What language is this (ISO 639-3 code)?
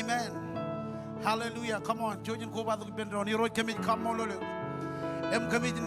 mah